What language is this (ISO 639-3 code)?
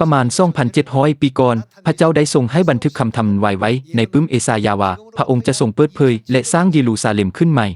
lao